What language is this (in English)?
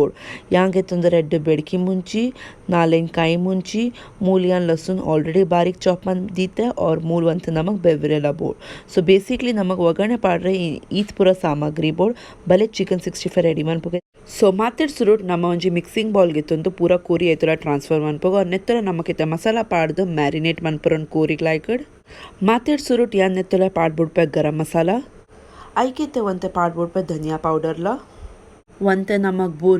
Tulu